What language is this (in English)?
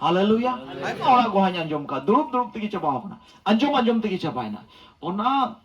Santali